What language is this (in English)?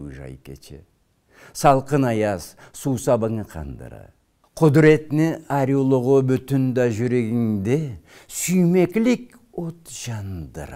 Karachay-Balkar